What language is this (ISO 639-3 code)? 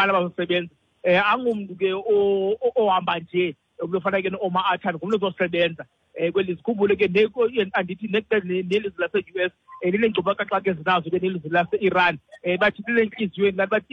xho